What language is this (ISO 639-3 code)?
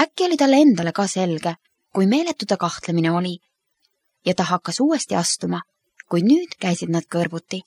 est